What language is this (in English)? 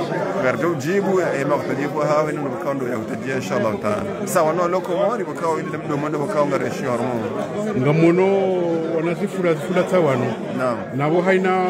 Swahili